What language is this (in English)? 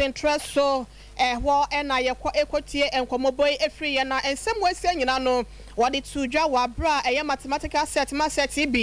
Akan